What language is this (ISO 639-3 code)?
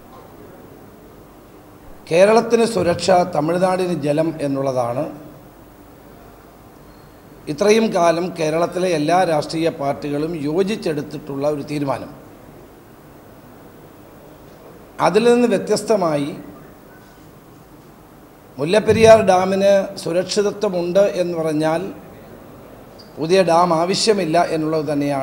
mal